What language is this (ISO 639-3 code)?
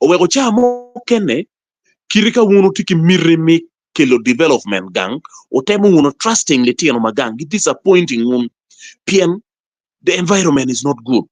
ach